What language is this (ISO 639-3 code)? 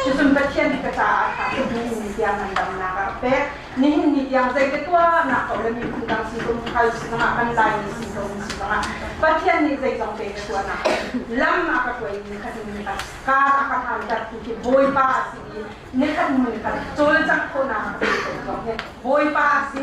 cnh